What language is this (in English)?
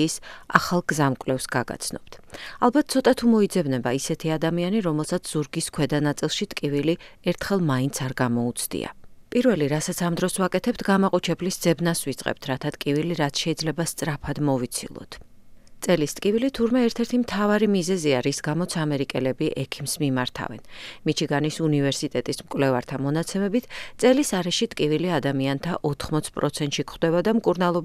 Georgian